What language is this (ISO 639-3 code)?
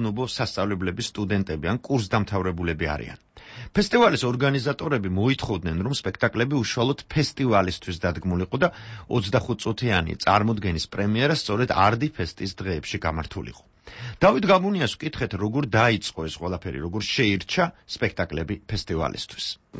kat